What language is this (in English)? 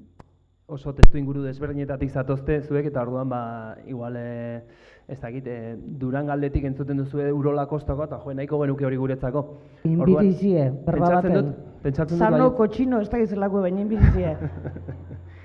Basque